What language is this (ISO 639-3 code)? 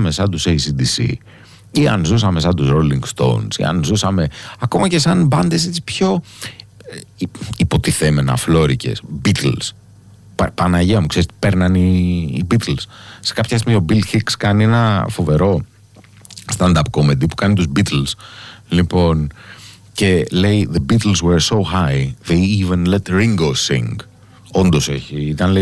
ell